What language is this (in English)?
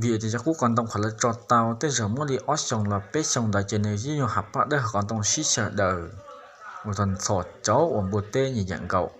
Hmong